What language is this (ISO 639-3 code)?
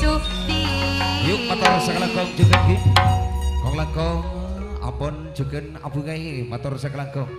mad